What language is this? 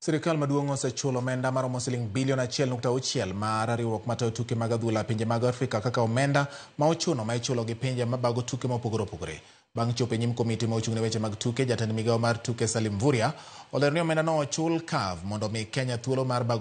Luo (Kenya and Tanzania)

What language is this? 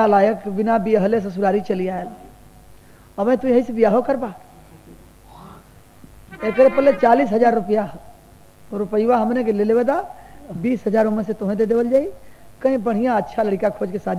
Bhojpuri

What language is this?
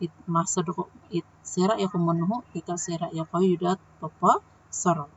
Central Dusun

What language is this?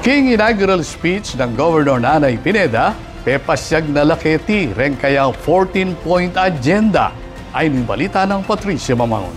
Pampanga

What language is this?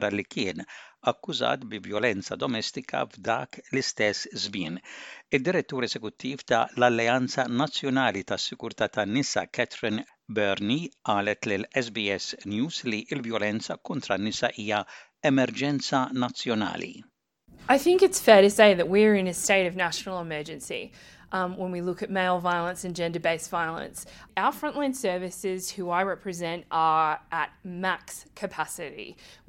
Maltese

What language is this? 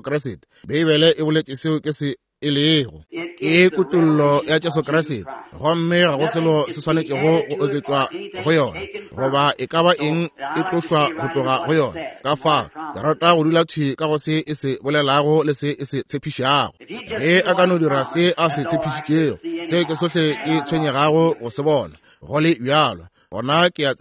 Northern Sotho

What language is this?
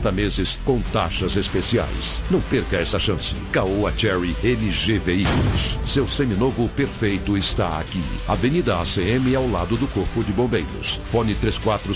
Portuguese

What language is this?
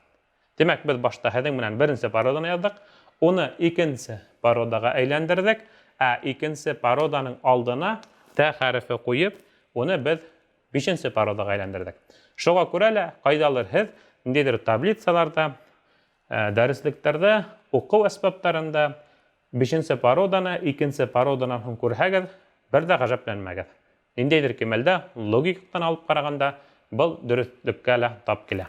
Bashkir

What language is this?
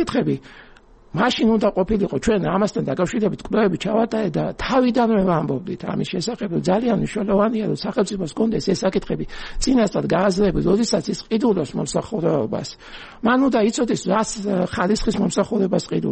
Georgian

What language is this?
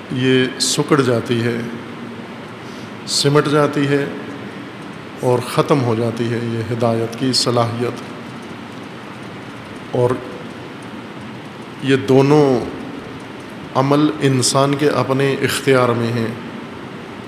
Urdu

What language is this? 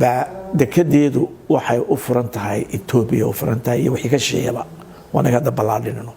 Somali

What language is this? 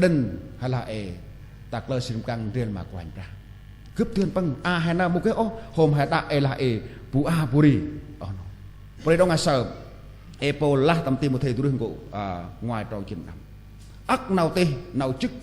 Central Mnong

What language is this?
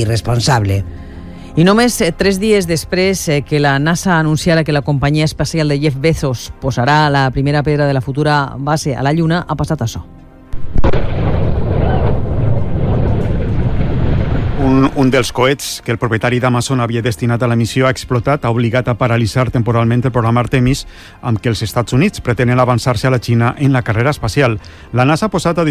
Catalan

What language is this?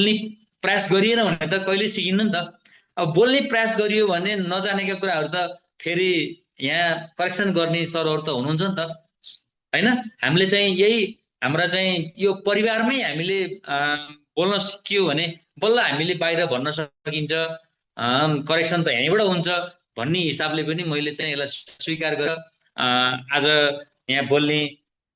Nepali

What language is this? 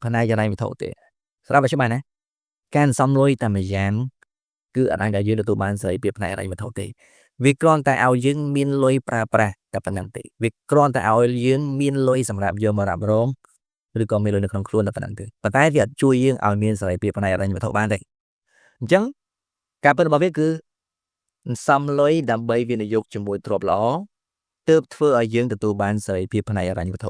Khmer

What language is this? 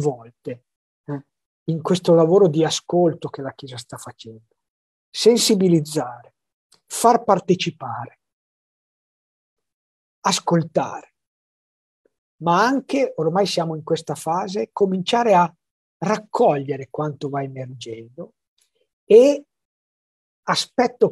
Italian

